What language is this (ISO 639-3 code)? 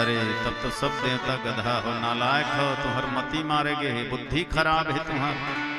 hne